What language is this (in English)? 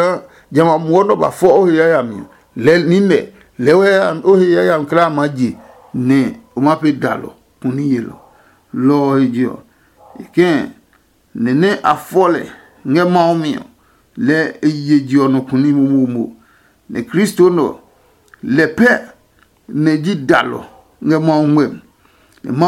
Adangme